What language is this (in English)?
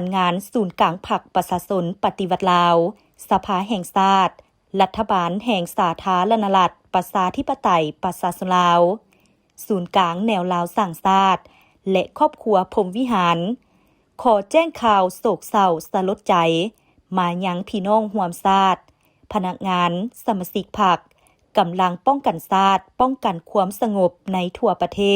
Lao